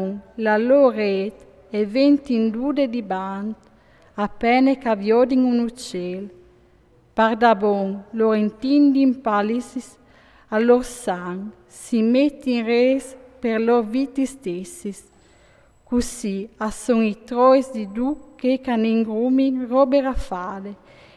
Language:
Friulian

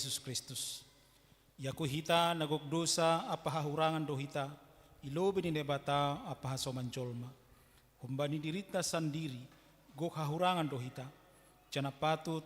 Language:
Batak Simalungun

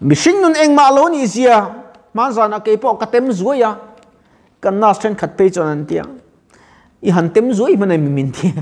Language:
Mizo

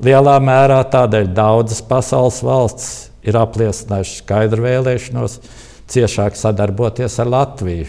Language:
Latvian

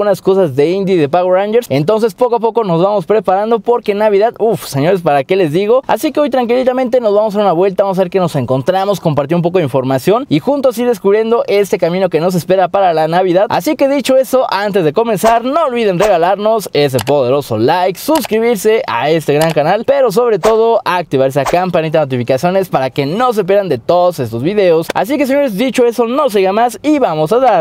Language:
Spanish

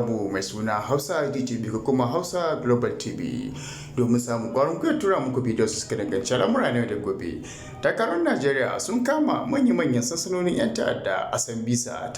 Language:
Hausa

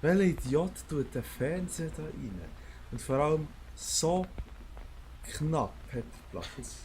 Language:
Swiss German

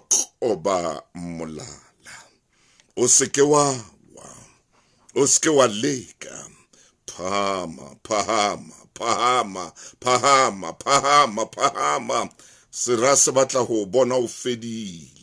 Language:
Southern Sotho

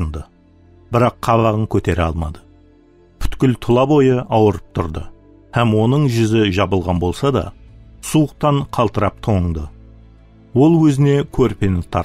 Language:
Kara-Kalpak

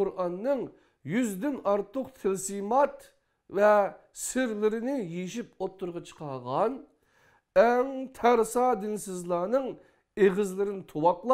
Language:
Uyghur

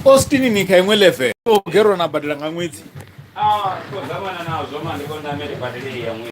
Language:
Venda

